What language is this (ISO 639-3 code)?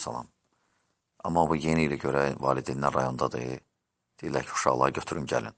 aze